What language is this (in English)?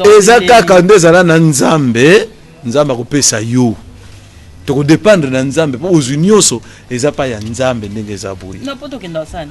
Lingala